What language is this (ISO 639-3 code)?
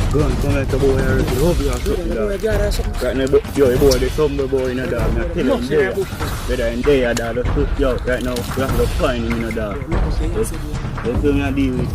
jam